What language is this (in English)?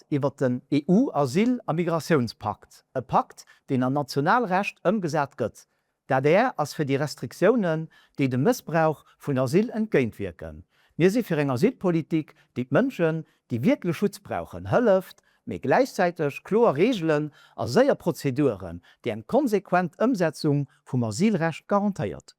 Luxembourgish